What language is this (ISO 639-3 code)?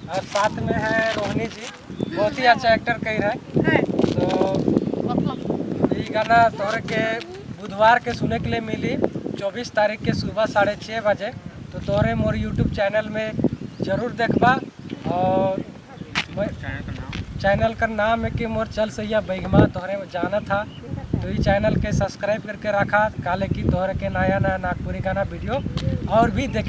sck